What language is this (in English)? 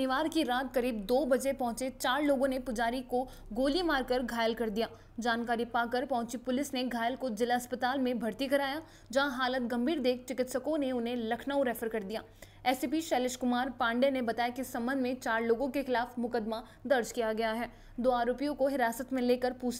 Hindi